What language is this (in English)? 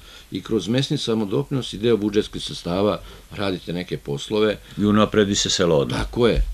Serbian